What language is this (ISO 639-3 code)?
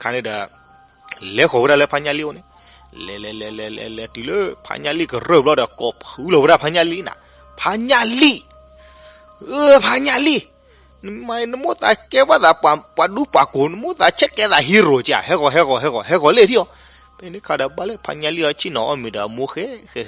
ksw